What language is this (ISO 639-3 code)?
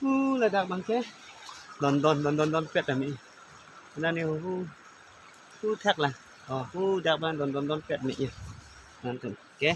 mjw